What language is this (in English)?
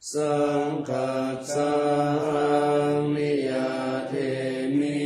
Pali